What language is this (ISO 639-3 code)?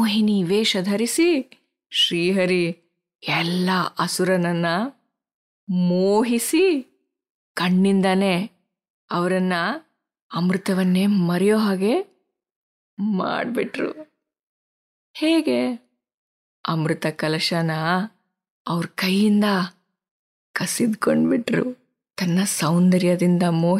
kan